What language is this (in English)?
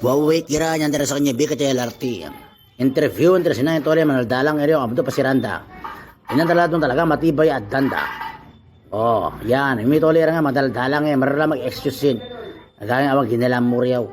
Itawit